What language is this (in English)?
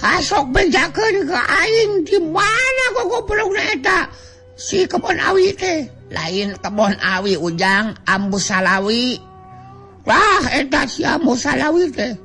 Sundanese